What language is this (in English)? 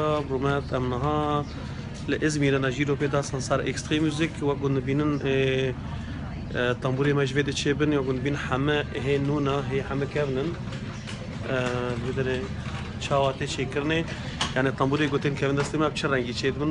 Kurdish